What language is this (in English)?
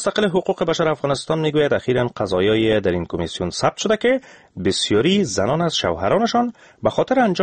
Persian